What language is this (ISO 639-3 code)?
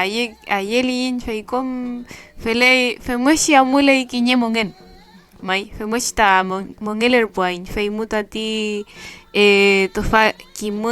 arn